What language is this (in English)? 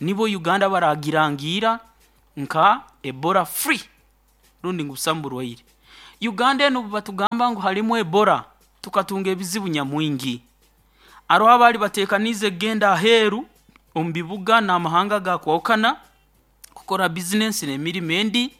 Nyoro